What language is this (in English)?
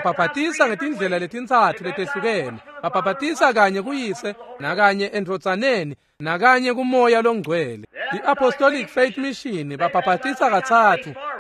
Swati